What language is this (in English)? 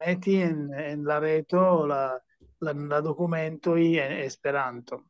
Esperanto